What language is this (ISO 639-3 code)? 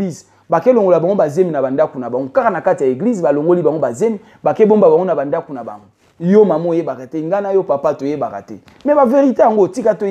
lin